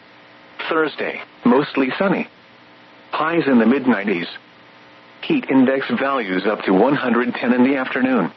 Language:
English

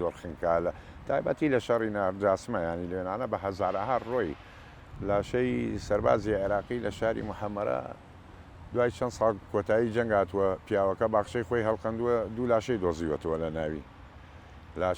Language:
Central Kurdish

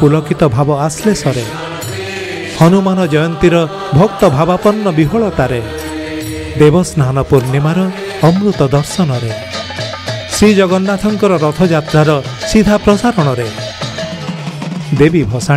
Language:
Odia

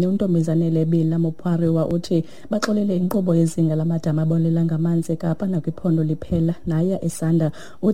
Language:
Xhosa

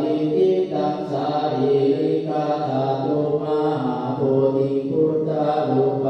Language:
Pali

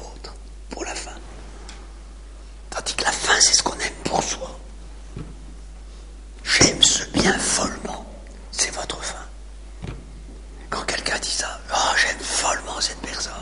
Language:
French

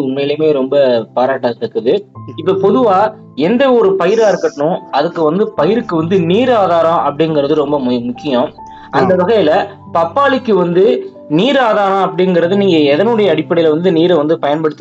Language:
Tamil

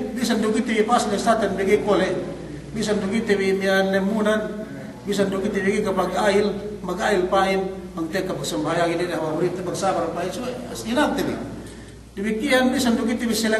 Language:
Yakan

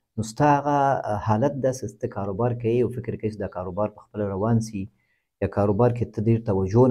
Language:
Pashto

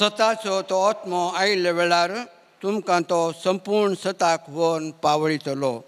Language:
Konkani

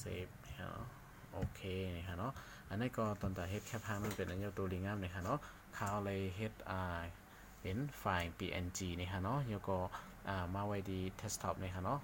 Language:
Shan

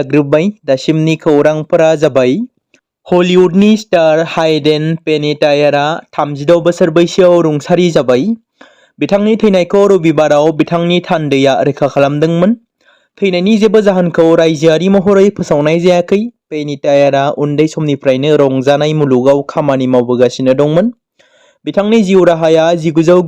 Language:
Bodo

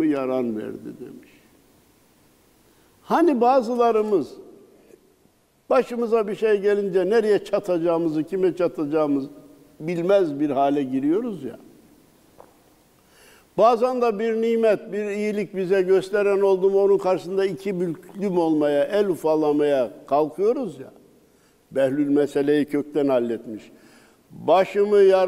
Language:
Turkish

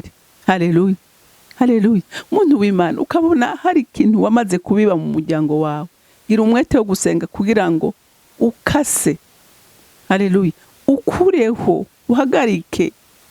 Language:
Rundi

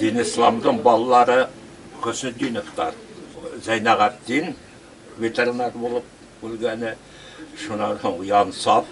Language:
Bashkir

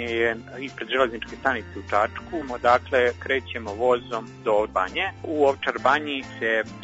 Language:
Serbian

